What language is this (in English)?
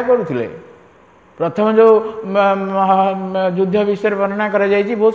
Odia